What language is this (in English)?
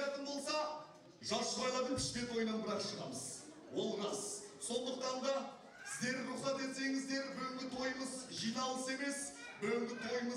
Kazakh